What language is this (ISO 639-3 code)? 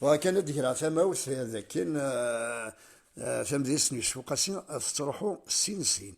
kab